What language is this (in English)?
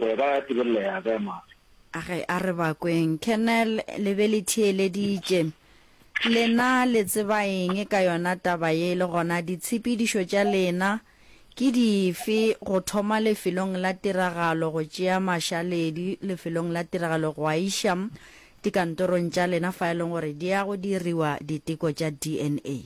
Northern Sotho